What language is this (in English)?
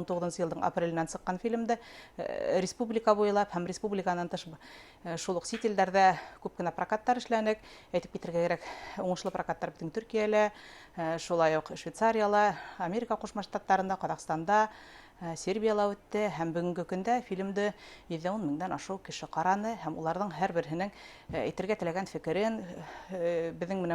Bashkir